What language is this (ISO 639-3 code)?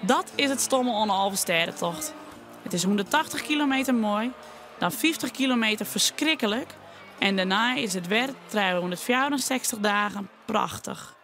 fry